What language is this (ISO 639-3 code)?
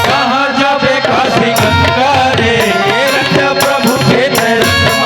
hne